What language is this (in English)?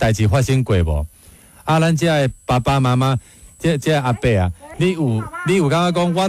Min Nan Chinese